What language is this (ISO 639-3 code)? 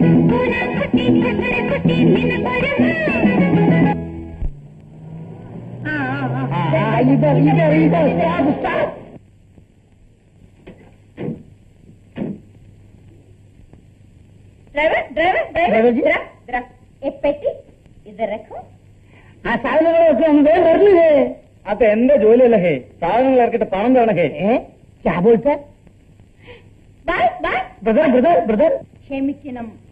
mal